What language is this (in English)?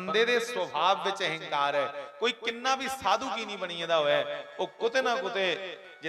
Dogri